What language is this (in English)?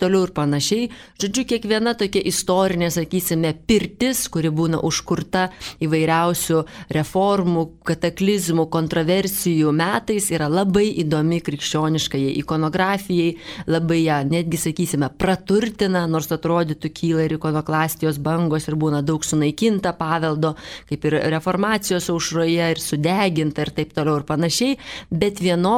Lithuanian